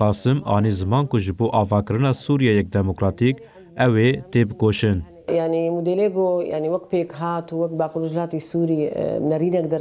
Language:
Kurdish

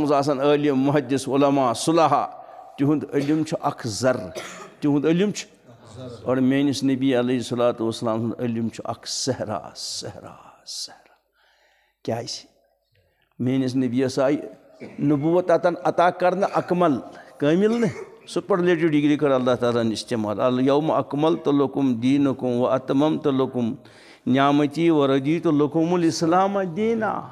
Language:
Kashmiri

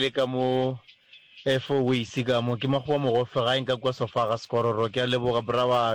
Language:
Northern Sotho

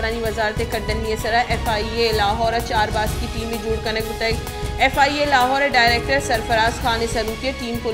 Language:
Baluchi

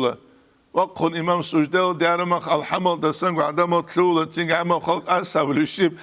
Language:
Avaric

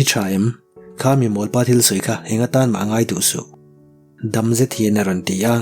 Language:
Mizo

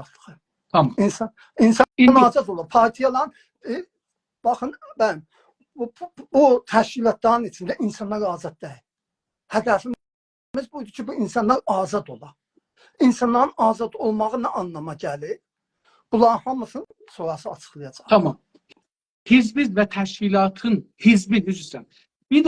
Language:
South Azerbaijani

